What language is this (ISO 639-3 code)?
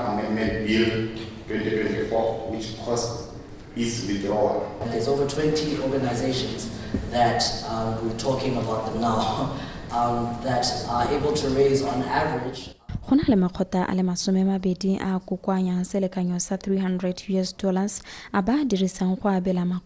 tsn